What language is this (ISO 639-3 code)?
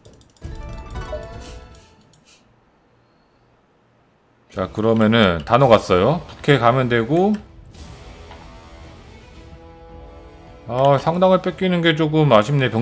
kor